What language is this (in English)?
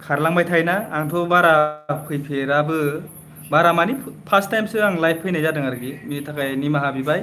Bodo